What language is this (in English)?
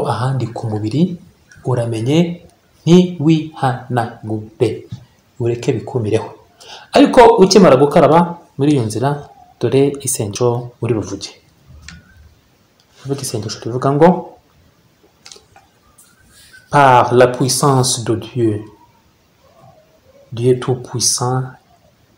Kinyarwanda